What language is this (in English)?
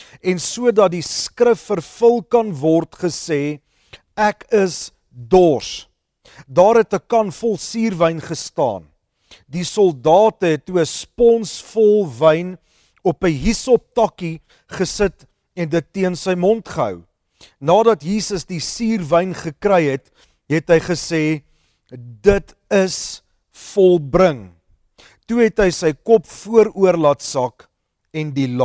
Afrikaans